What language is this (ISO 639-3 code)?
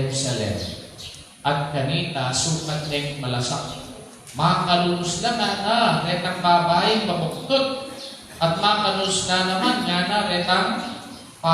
pam